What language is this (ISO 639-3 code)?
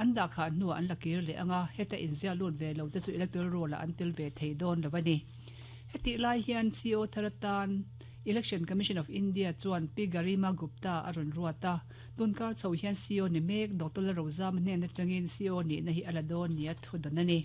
lus